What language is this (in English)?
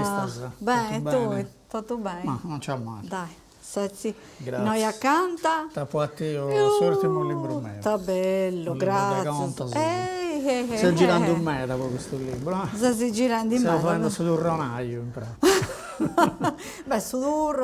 Sardinian